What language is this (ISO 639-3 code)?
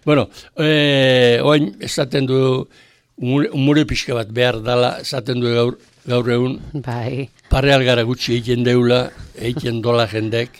eus